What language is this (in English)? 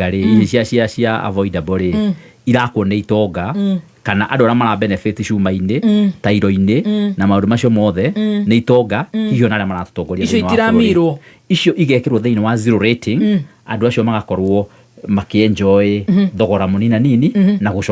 Kikuyu